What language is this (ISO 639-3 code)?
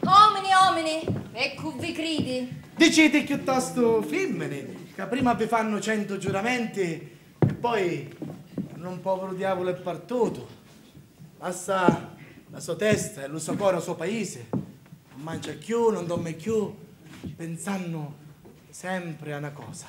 scn